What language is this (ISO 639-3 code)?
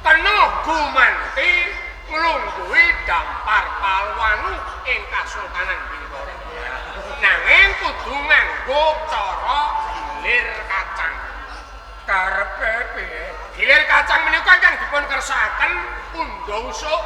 jav